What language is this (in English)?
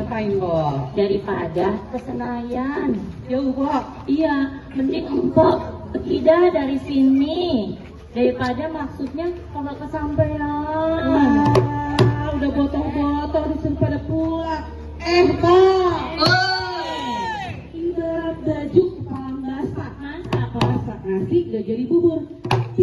Betawi